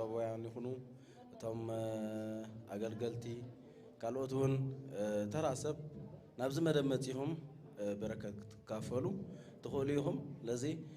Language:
Tigrinya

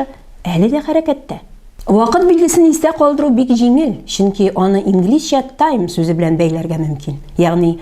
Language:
Tatar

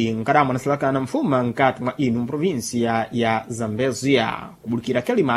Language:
Sena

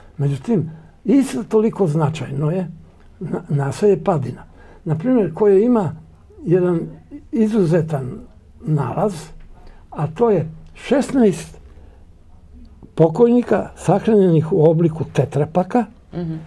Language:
Serbian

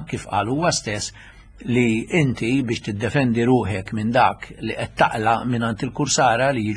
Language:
Maltese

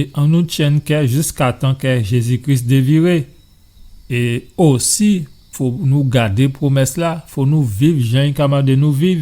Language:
Guadeloupean Creole French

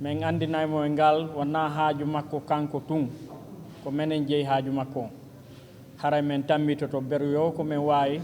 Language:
Fula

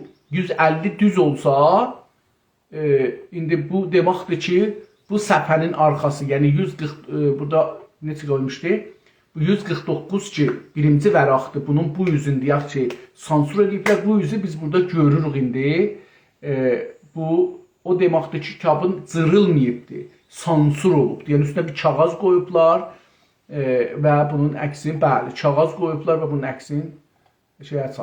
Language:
South Azerbaijani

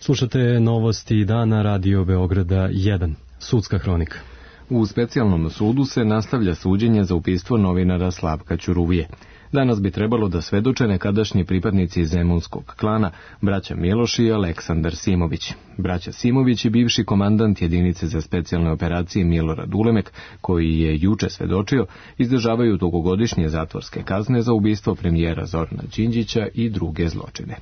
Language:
Serbian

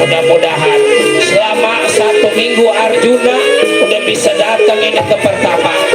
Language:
Betawi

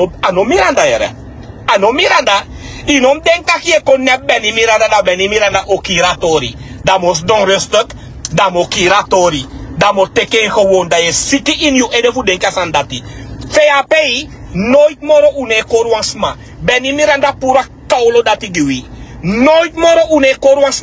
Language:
Sranan Tongo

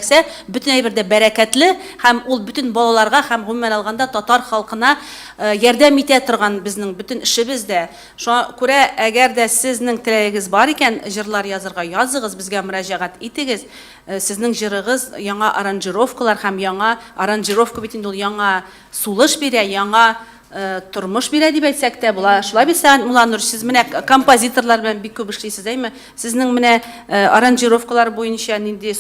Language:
Tatar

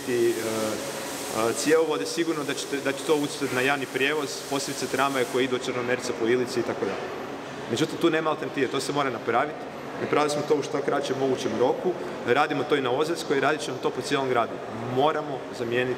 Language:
Croatian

